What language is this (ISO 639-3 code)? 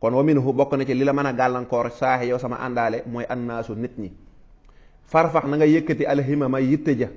wol